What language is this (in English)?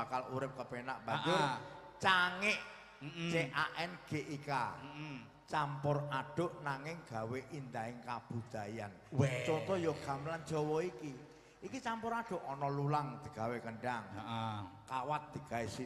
Javanese